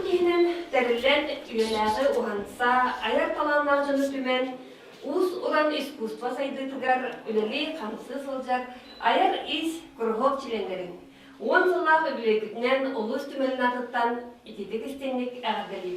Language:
Yakut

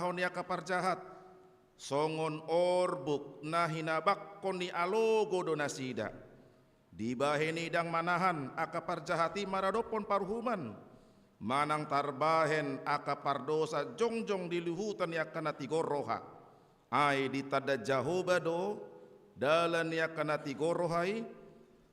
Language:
Batak Toba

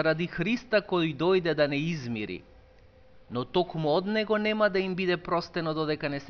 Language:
Macedonian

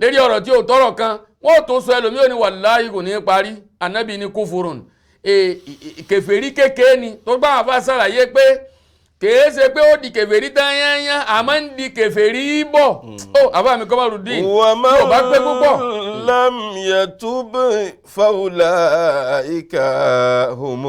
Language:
Yoruba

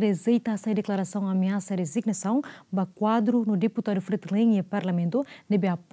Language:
Tetum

